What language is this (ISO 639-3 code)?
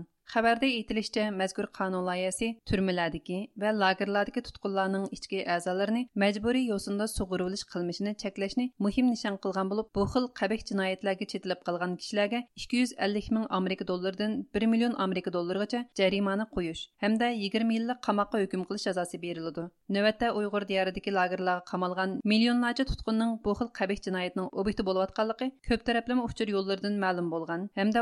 uig